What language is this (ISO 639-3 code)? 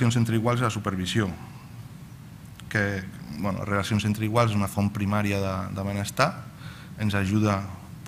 cat